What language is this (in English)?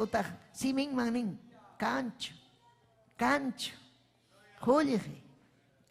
Ayacucho Quechua